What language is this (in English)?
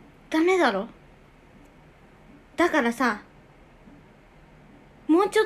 Japanese